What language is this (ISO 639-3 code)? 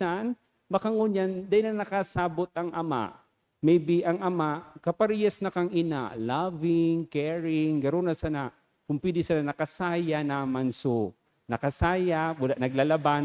bik